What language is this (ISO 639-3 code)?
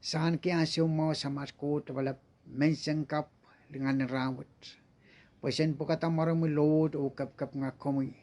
pon